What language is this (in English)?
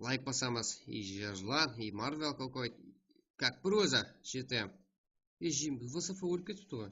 Kara-Kalpak